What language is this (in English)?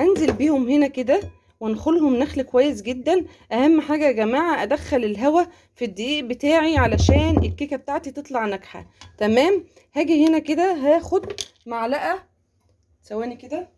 Egyptian Arabic